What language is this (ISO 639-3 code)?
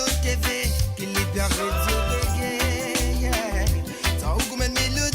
mfe